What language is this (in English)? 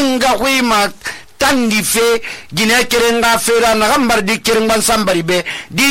Susu